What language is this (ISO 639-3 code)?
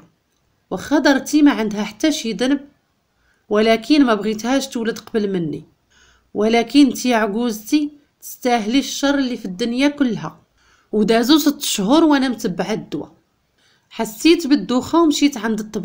ary